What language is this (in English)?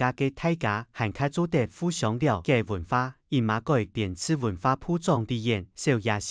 Hakka Chinese